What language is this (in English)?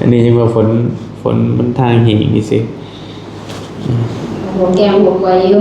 Northeastern Thai